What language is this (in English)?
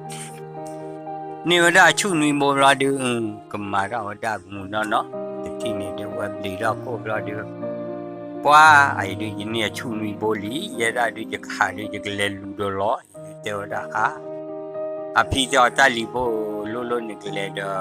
S'gaw Karen